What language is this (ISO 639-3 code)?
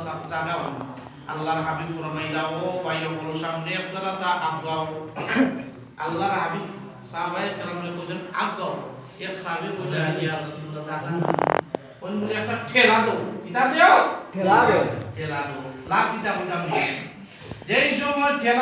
syl